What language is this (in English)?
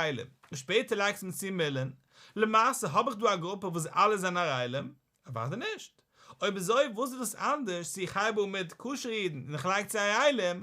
Yiddish